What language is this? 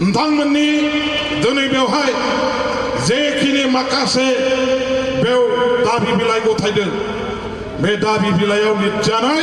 Bodo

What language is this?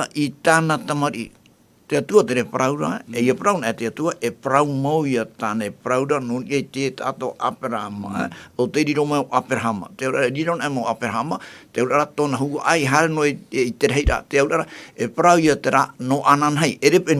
Tahitian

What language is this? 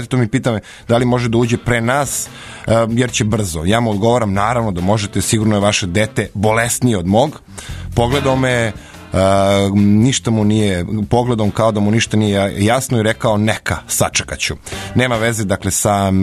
Serbian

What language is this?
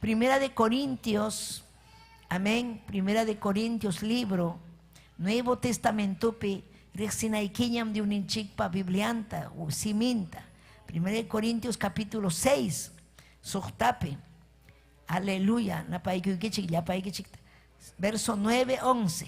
Ayacucho Quechua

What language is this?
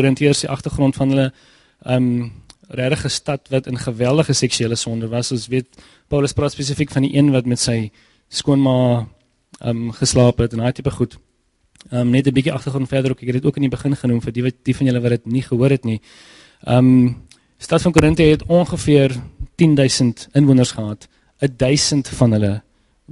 Afrikaans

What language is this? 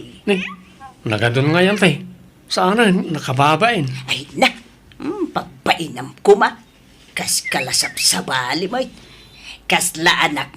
Iloko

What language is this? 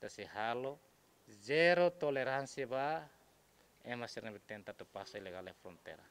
Tetum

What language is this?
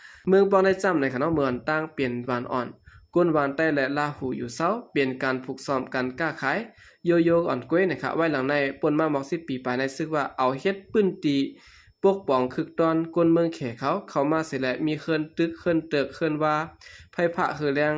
Shan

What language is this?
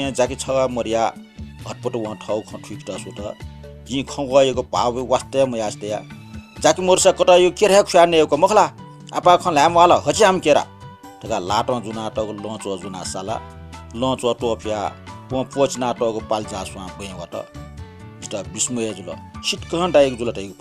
Newari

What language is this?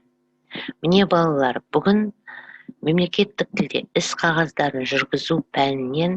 Kazakh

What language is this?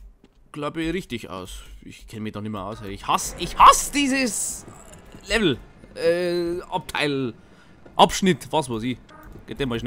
Bavarian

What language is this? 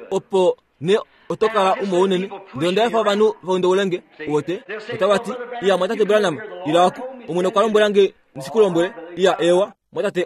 Kuanyama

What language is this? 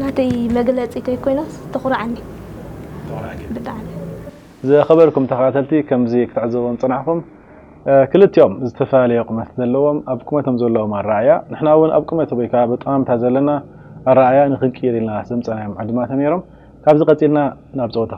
Tigrinya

